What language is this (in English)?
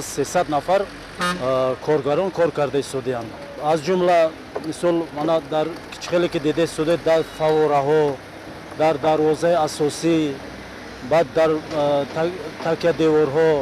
Tajik